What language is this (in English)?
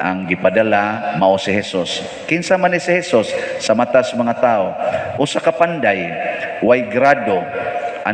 Cebuano